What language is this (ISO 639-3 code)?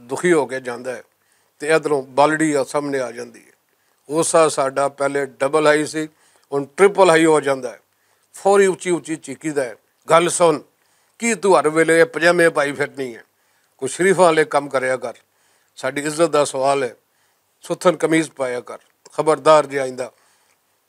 lah